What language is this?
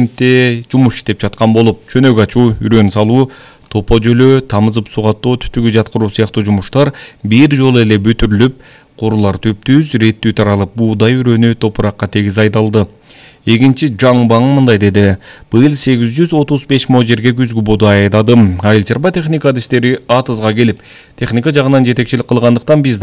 Kyrgyz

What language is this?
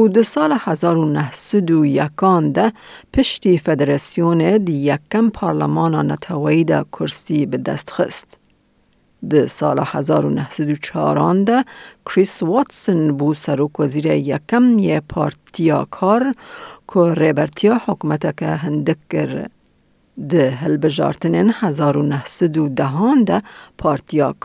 Kurdish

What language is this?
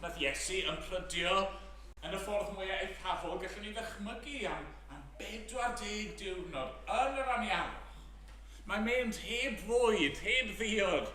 Welsh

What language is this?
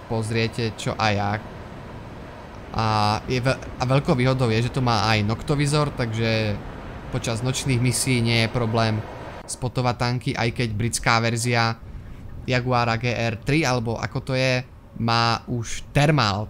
Slovak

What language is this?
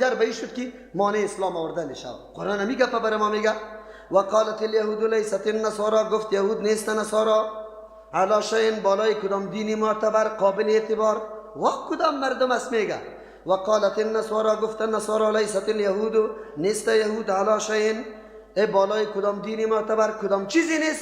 Persian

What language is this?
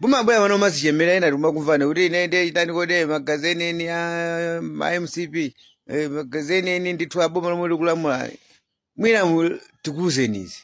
Nyanja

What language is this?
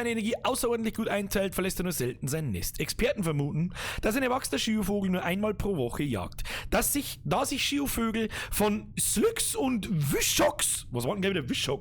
Bavarian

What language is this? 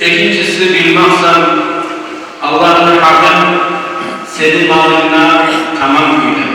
Kumyk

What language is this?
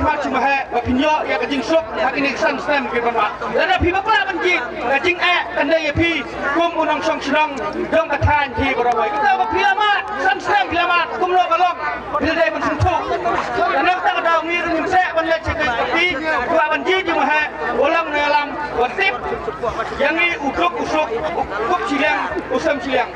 Khasi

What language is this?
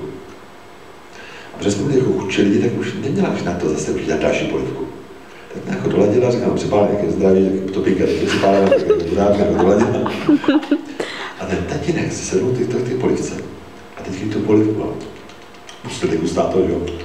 Czech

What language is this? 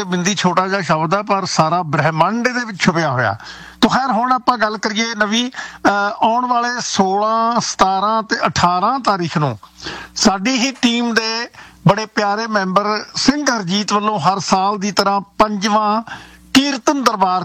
Punjabi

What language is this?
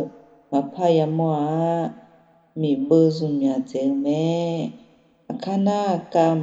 Akha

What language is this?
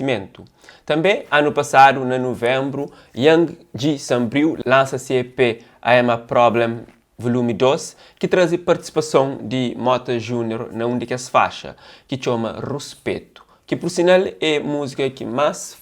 Kabuverdianu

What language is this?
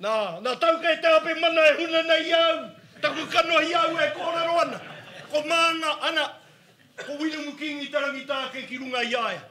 Māori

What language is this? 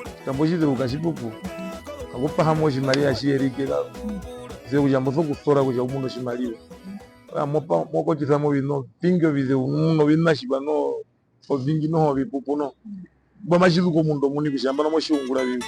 Herero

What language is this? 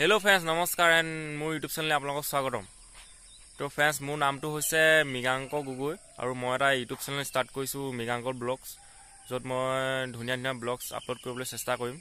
Assamese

